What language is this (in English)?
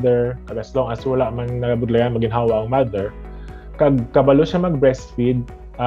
Hiligaynon